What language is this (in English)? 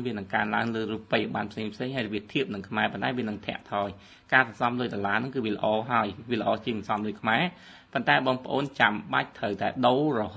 Khmer